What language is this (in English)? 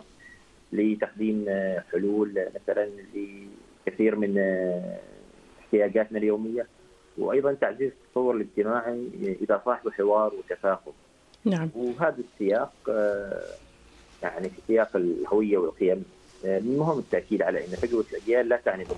Arabic